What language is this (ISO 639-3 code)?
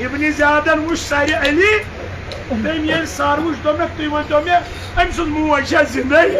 kas